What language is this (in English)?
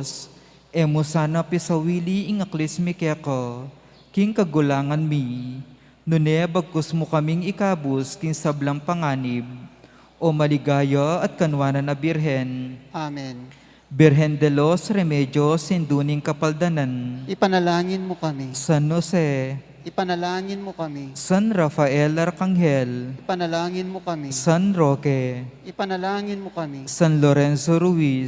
Pampanga